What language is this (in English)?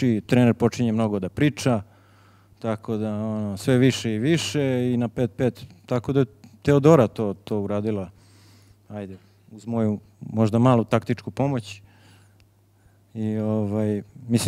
Serbian